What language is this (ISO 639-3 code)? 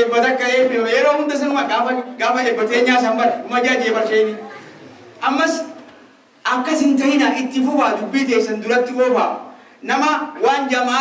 orm